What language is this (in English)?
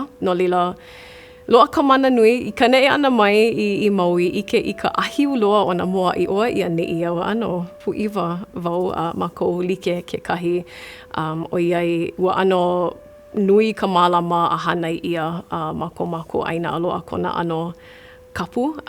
Hawaiian